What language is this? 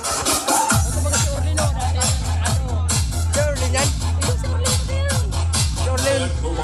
Bikol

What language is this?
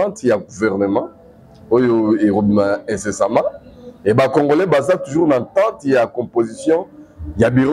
Lingala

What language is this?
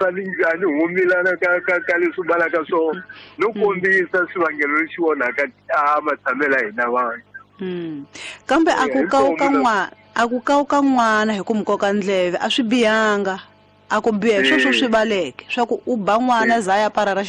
Tsonga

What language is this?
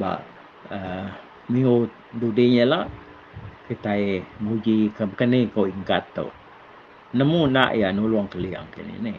Iban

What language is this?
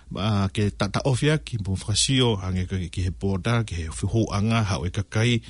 Tongan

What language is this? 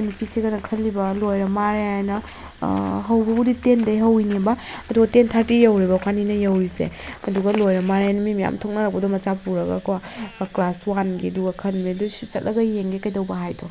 Manipuri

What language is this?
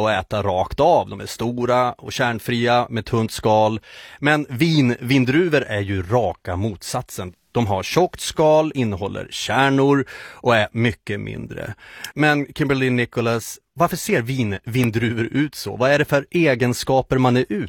Swedish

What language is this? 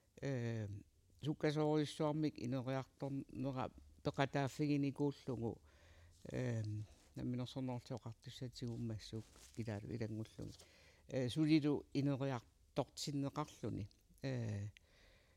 Kalaallisut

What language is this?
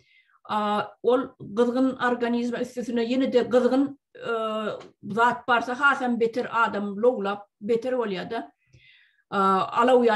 Turkmen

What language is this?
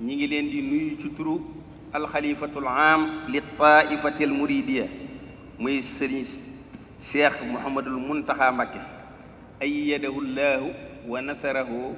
Wolof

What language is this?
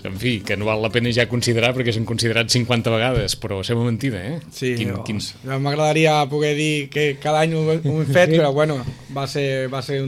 Catalan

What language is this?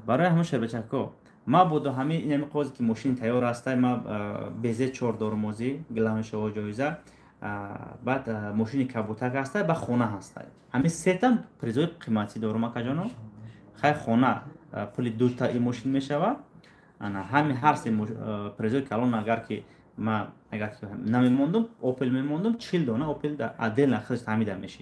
Tajik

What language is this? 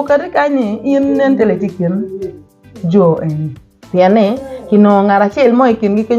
Acoli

